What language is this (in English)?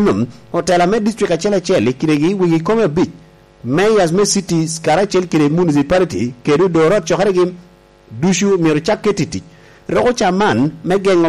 Lango (Uganda)